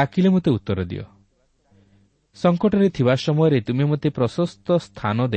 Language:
Odia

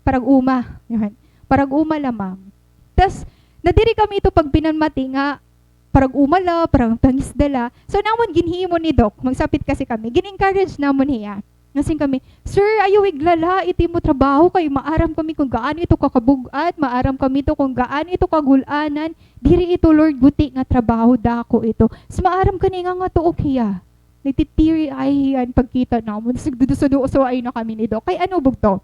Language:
Waray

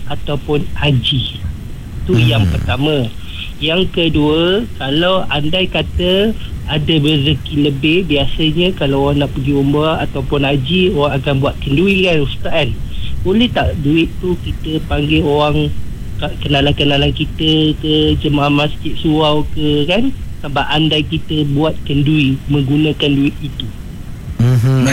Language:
Malay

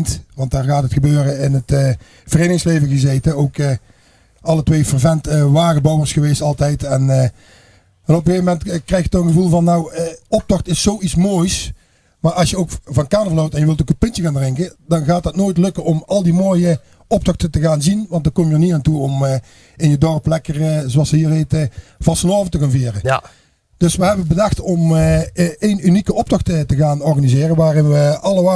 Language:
Limburgish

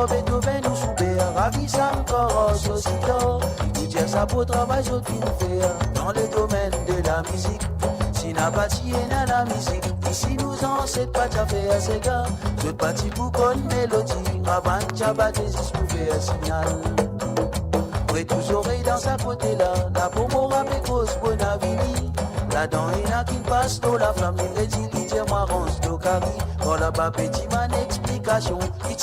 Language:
Morisyen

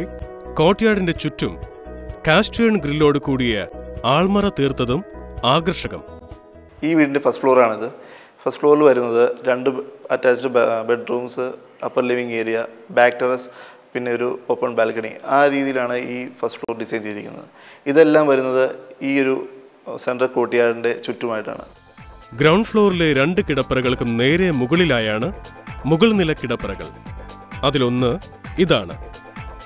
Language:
Malayalam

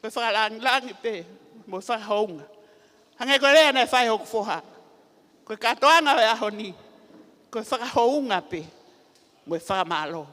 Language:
Tongan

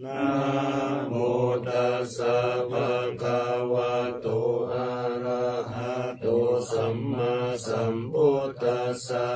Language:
Pali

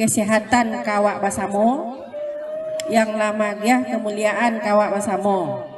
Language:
Minangkabau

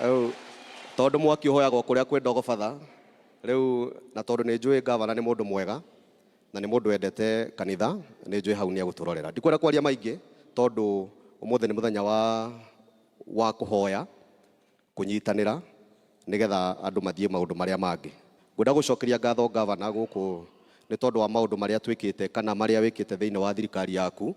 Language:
Kikuyu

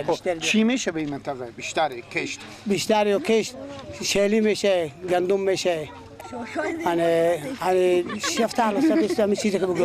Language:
Persian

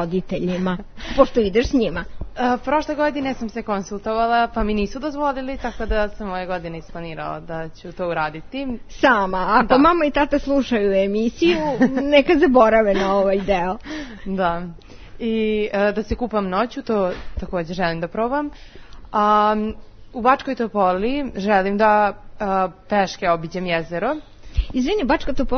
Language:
Serbian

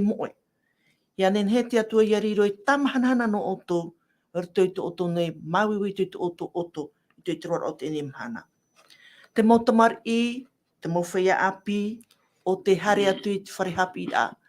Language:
Tahitian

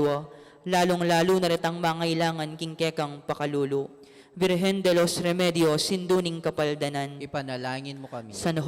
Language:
Pampanga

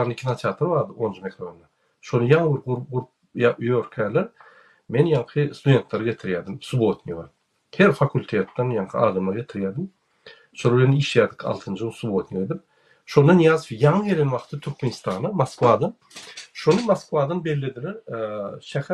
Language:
Turkmen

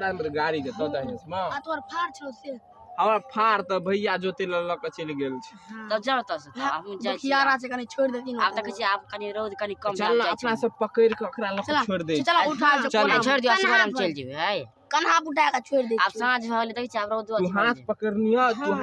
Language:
Maithili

